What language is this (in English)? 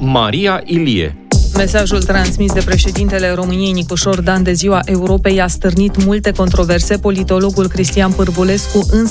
Romanian